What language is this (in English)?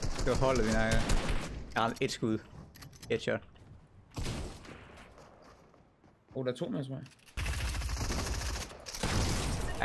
Danish